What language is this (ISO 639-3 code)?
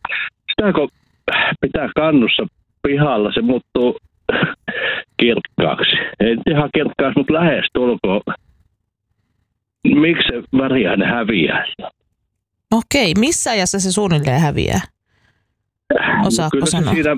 fin